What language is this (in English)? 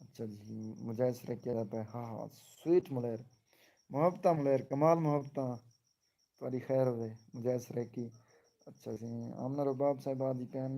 Saraiki